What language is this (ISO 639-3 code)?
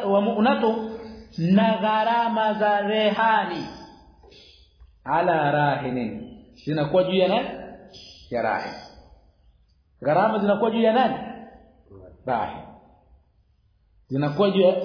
swa